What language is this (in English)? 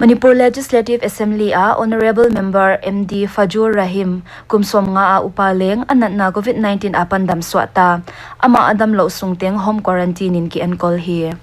Paite Chin